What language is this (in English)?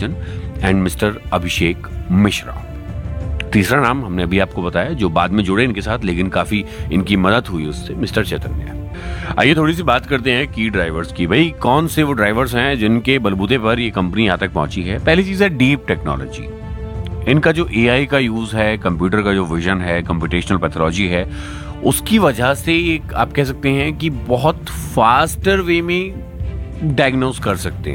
Hindi